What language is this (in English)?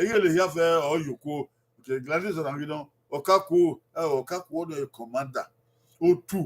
Bini